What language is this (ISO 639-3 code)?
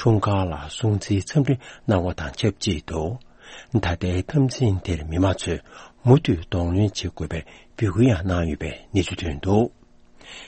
bod